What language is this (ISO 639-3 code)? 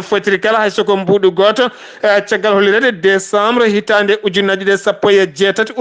ful